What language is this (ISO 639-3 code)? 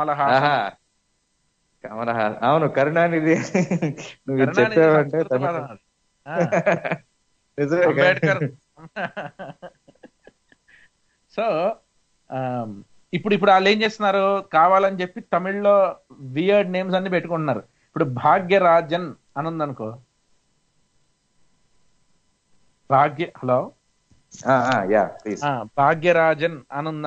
tel